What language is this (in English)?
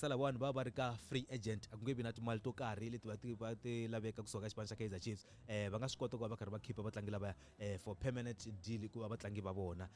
Tsonga